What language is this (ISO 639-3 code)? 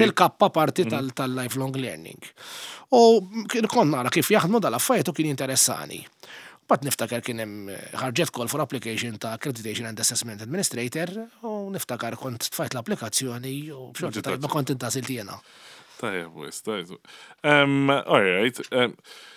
mlt